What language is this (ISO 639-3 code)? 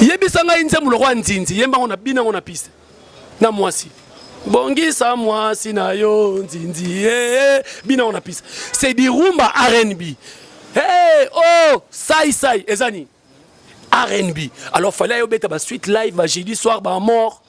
lin